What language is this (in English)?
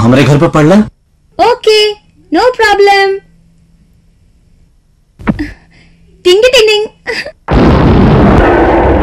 Bhojpuri